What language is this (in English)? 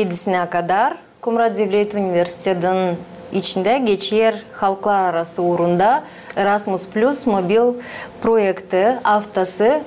Gagauz